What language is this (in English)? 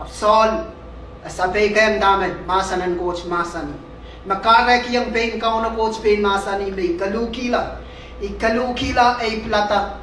Pohnpeian